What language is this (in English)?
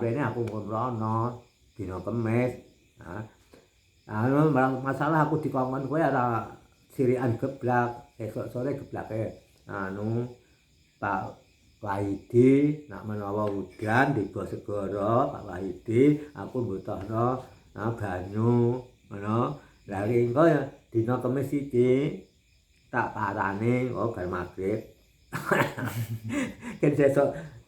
Javanese